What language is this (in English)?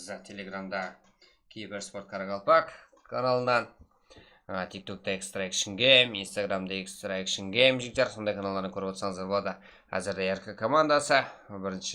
Kara-Kalpak